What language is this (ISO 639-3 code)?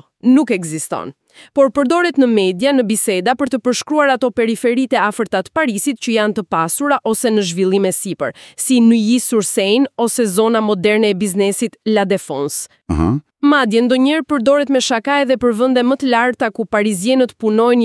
sqi